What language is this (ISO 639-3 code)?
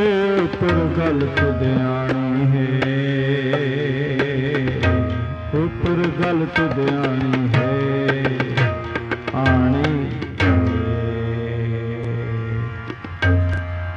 hin